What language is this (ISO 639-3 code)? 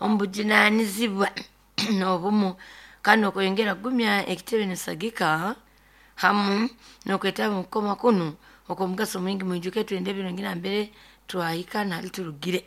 nyo